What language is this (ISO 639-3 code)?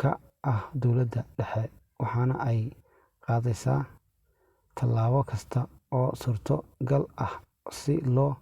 som